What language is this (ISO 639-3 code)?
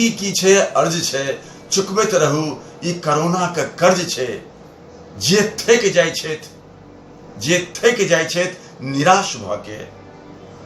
mai